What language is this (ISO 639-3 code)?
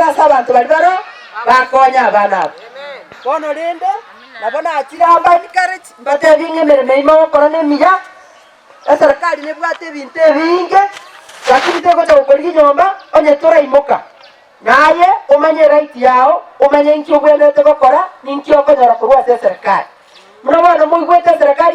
guz